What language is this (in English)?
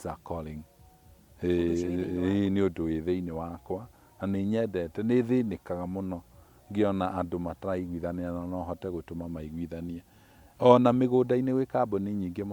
Kikuyu